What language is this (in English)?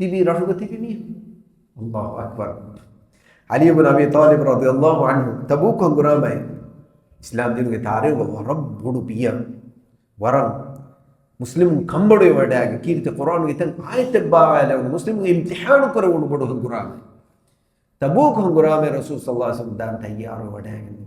Divehi